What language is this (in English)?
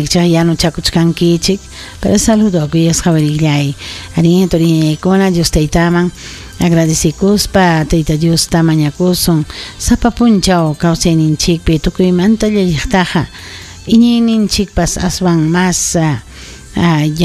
Ayacucho Quechua